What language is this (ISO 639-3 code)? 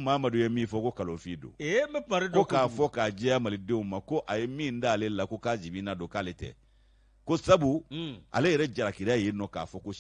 bam